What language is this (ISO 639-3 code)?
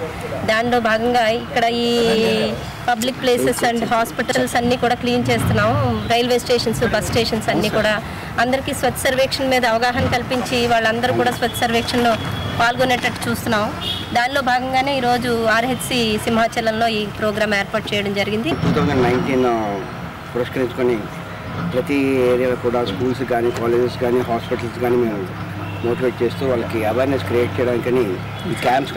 tel